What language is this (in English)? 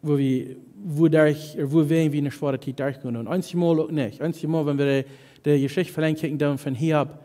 Plautdietsch